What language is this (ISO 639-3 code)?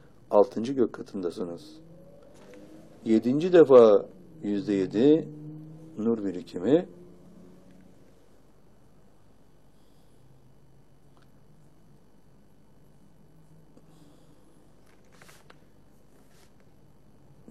tur